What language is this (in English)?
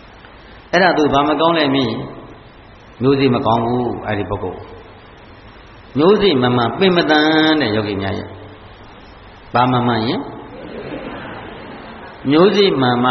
Burmese